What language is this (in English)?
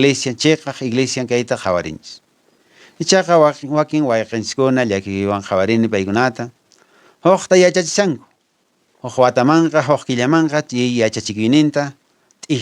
Quechua